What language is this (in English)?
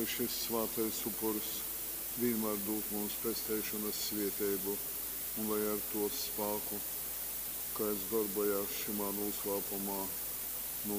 Latgalian